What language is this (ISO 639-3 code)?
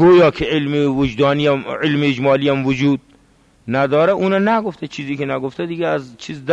fas